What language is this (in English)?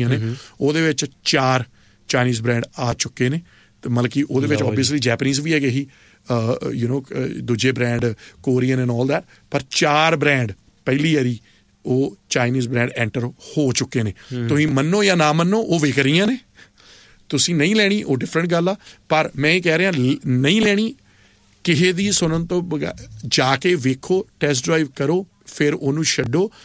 Punjabi